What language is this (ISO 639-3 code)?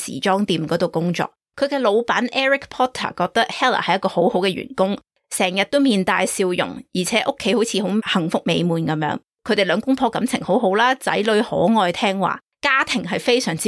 yue